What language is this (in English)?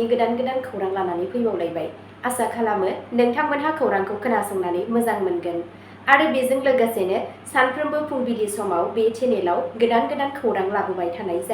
Bodo